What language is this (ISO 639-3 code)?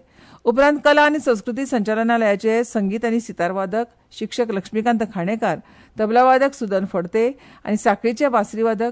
kok